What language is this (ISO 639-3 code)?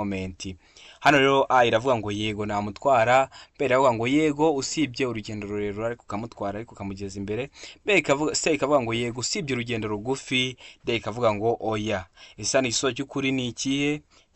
kin